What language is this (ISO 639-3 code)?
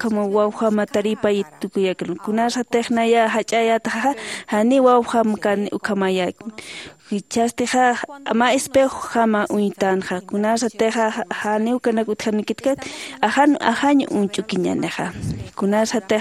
aym